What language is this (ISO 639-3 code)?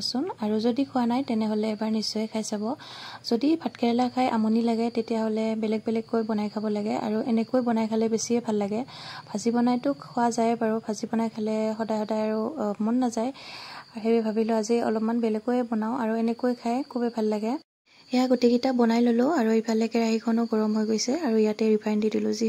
asm